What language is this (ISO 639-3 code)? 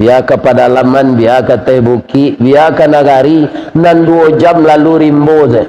min